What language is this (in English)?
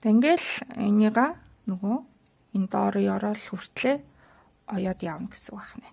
Mongolian